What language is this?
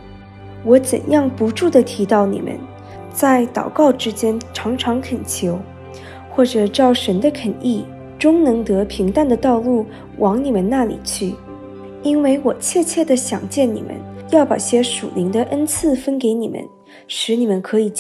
Chinese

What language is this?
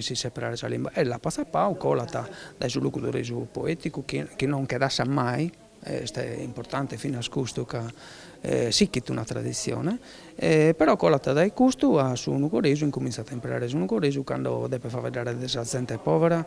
Sardinian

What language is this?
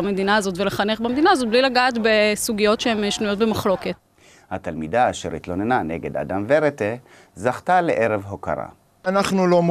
Hebrew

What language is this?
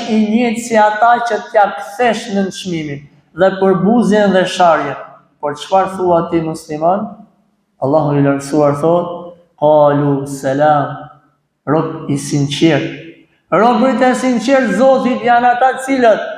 Albanian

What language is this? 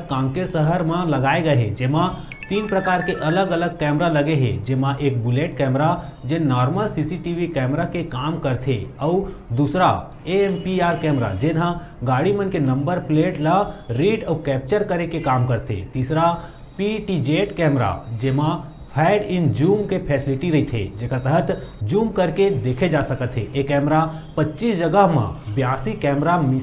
Chhattisgarhi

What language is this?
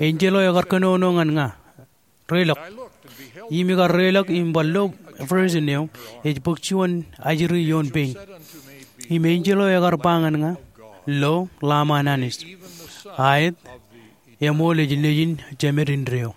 Marshallese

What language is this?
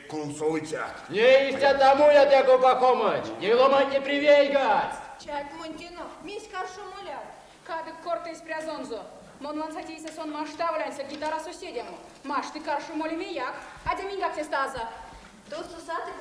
Erzya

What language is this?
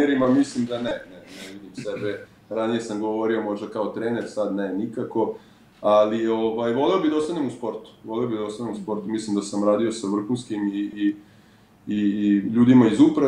Serbian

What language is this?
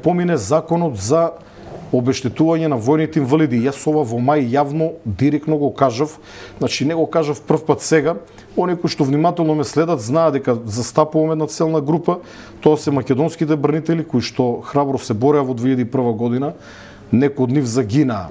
Macedonian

